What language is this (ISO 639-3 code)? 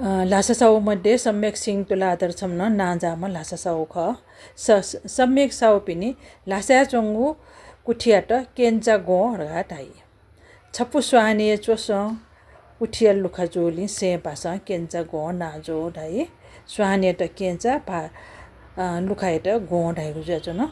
new